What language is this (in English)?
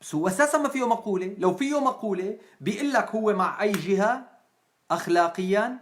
North Levantine Arabic